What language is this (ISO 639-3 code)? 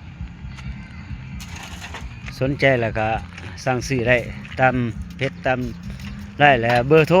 lao